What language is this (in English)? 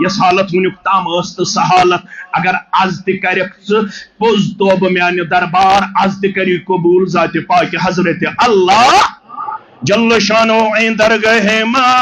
Kashmiri